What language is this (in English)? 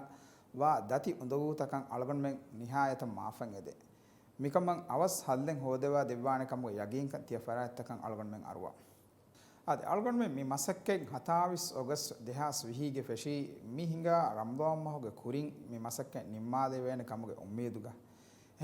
Divehi